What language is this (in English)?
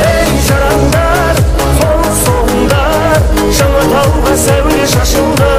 Kara-Kalpak